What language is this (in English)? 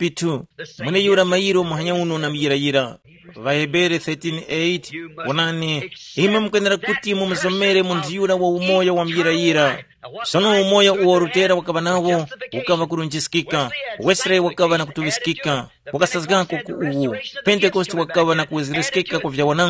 Tumbuka